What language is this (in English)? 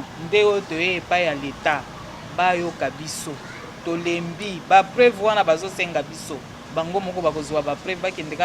Lingala